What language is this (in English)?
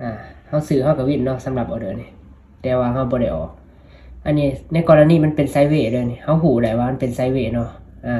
Lao